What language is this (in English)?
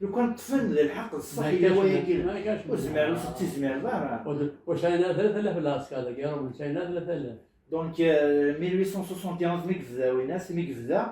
Kabyle